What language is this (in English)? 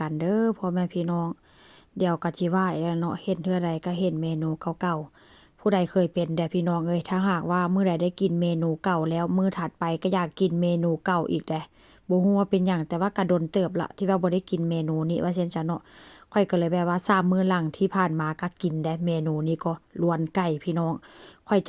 Lao